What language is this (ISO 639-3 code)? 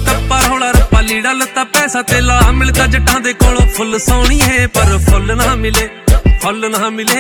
pan